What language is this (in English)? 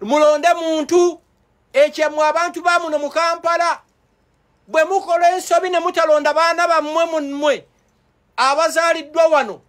Ganda